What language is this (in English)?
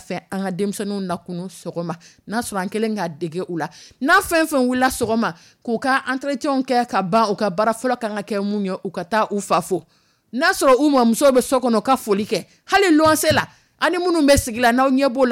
Dyula